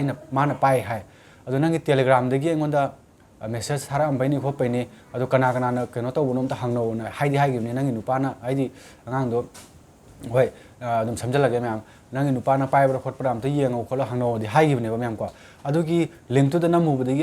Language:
Manipuri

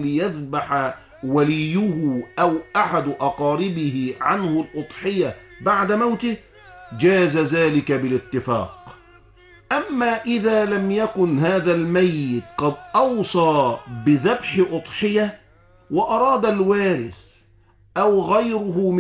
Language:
Arabic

